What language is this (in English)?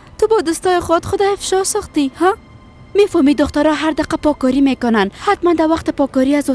Persian